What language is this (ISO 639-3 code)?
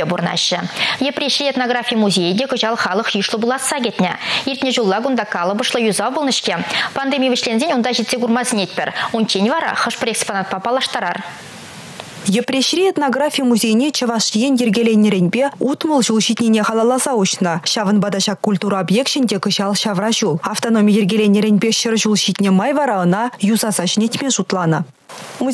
chv